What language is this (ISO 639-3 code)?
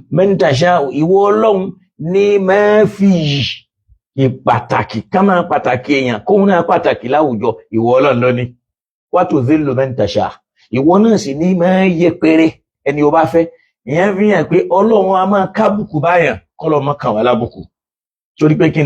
yor